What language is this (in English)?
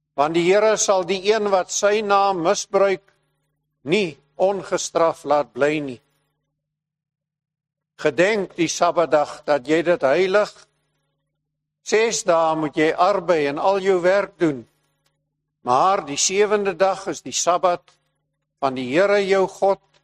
Afrikaans